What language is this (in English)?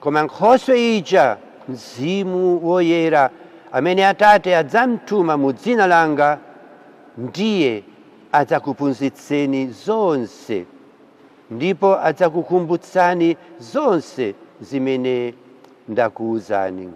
Nyanja